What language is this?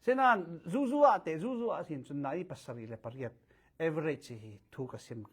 Falam Chin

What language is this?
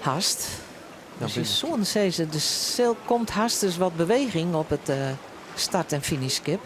Western Frisian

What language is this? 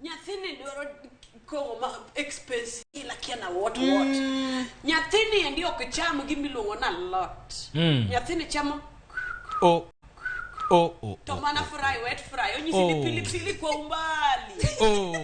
Luo (Kenya and Tanzania)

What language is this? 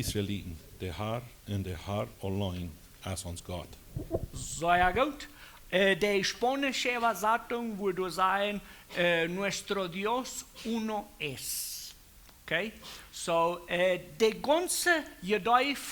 Plautdietsch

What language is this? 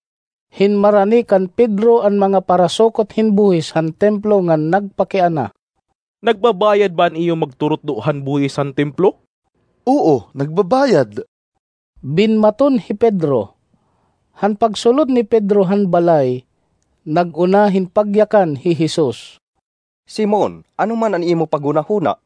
Waray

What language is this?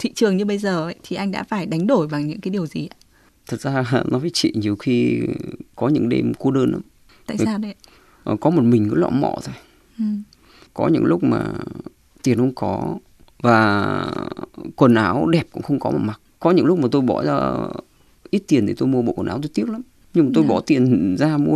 Vietnamese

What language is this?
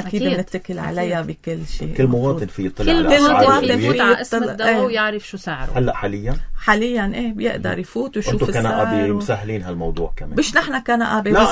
North Levantine Arabic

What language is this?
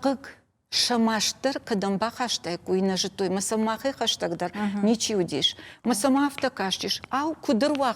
Ossetic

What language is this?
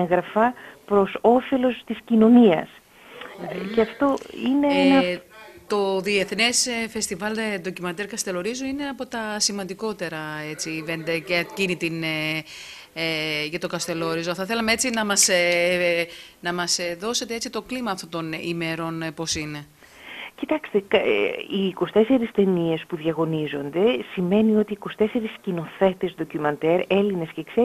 Greek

